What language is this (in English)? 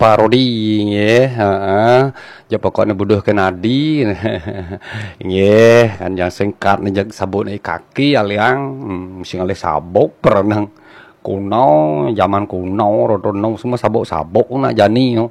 Balinese